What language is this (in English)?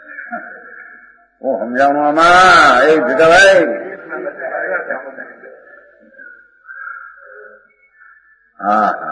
Gujarati